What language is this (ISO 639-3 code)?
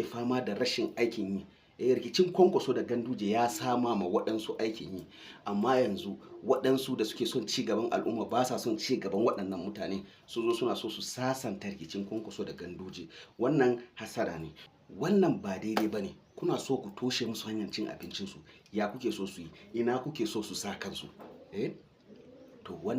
hau